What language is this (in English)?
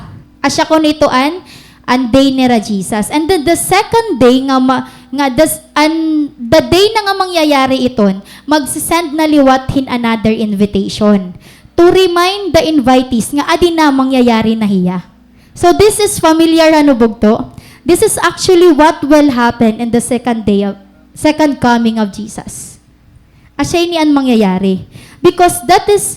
Waray